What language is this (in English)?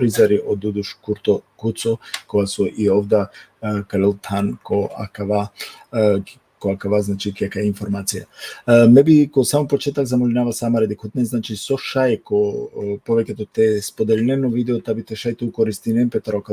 Balkan Romani